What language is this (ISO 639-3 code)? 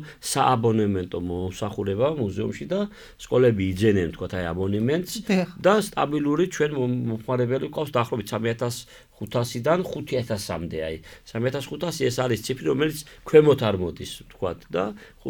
kat